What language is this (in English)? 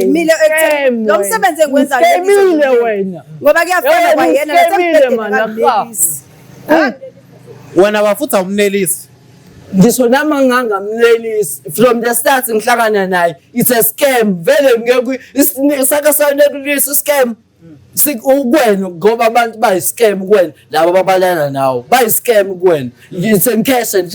Zulu